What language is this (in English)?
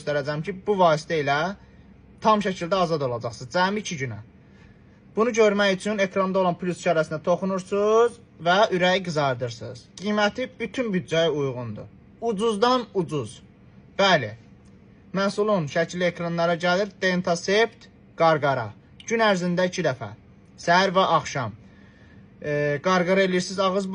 Azerbaijani